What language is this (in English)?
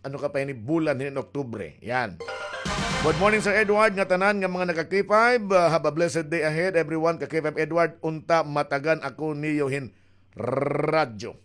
Waray